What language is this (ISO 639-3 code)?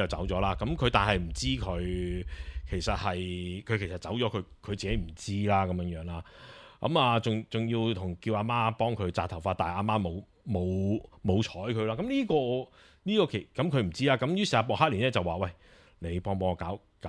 yue